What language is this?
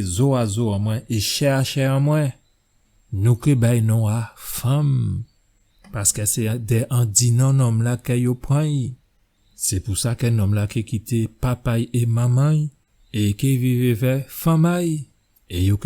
Guadeloupean Creole French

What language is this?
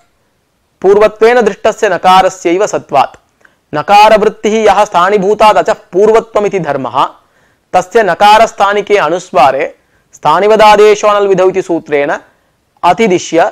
Sanskrit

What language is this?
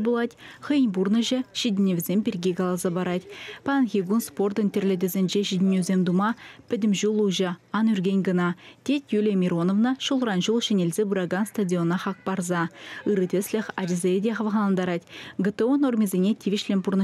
Chuvash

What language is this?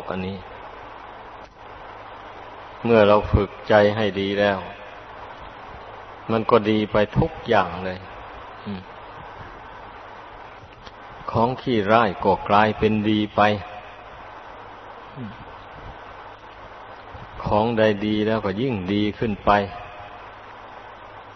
Thai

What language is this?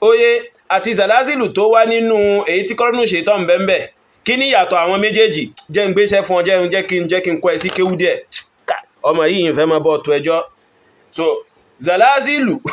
Yoruba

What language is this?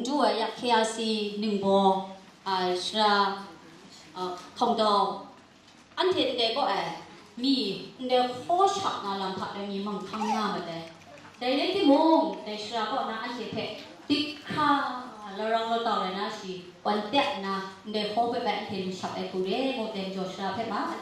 Kachin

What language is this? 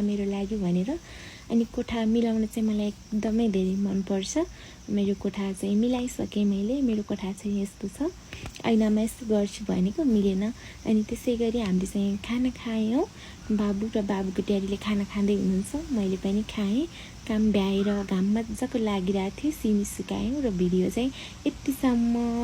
Nepali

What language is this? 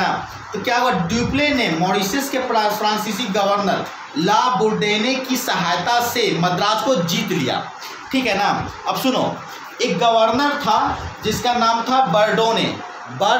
Hindi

